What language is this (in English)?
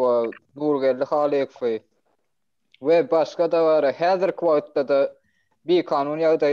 Turkmen